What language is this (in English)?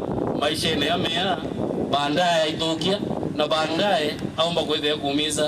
Meru